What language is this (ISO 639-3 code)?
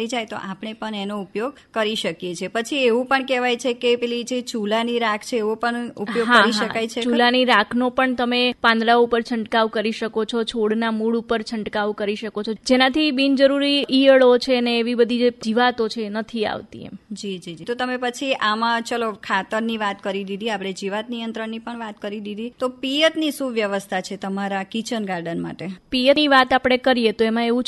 guj